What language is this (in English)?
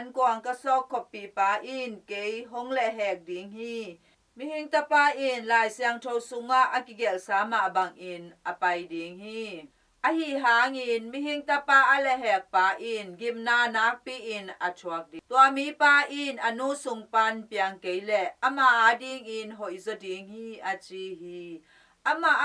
Tedim Chin